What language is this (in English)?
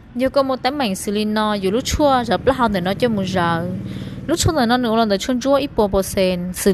Hmong